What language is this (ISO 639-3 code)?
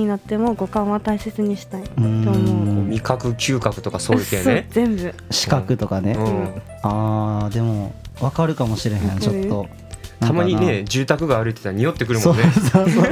jpn